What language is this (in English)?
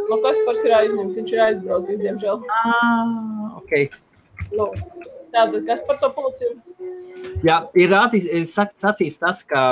Latvian